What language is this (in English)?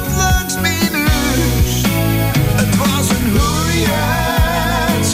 Dutch